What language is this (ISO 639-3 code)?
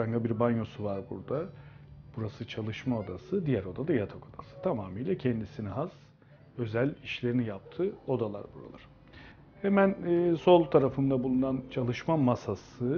tur